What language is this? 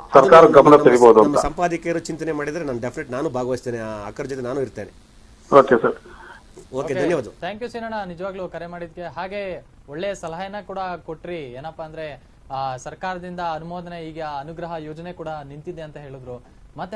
Kannada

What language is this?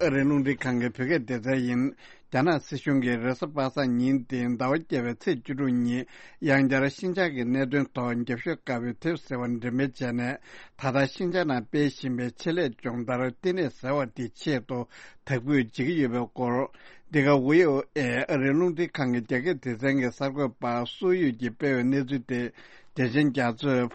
Tibetan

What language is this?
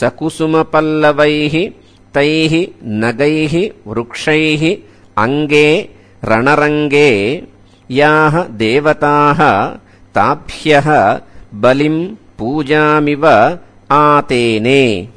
Sanskrit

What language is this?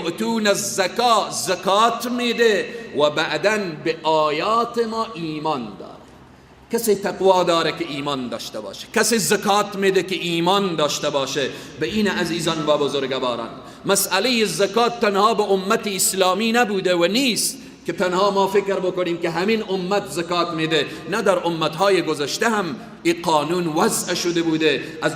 Persian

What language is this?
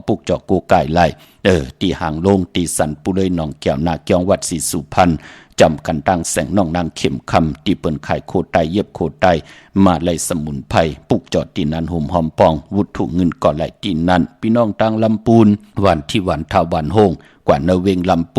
Shan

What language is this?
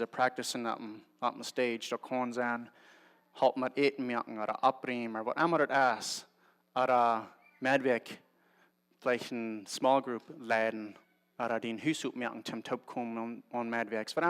Plautdietsch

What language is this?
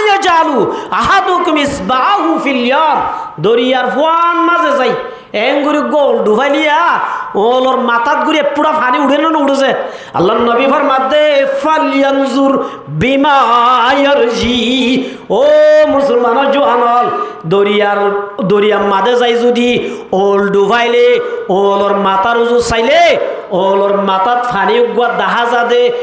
Rohingya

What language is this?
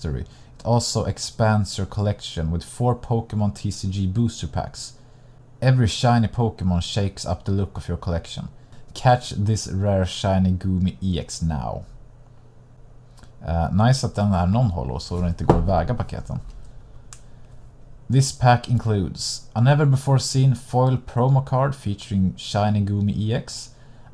Swedish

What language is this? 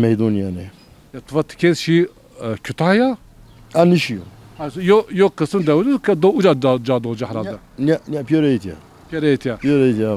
Zaza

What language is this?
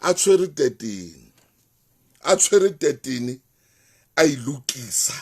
Southern Sotho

